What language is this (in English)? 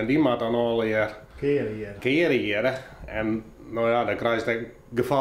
Western Frisian